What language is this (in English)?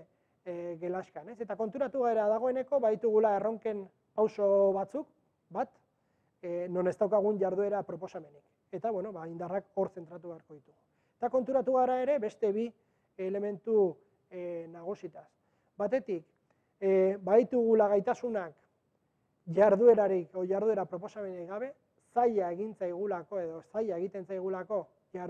Basque